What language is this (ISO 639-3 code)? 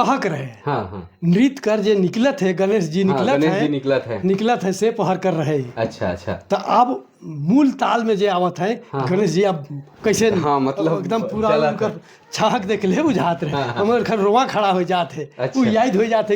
sck